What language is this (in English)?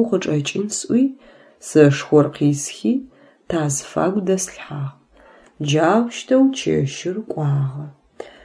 Adyghe